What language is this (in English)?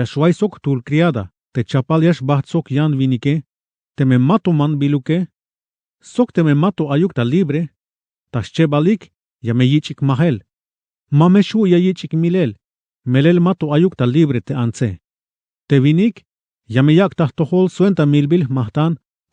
Tzeltal